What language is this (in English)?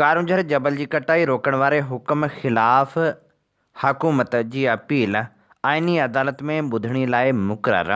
Sindhi